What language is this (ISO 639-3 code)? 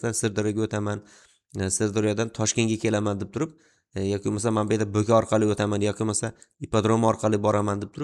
uzb